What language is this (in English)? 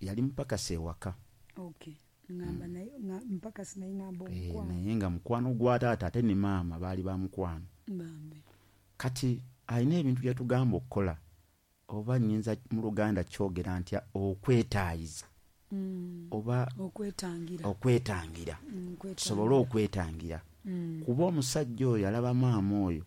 Ganda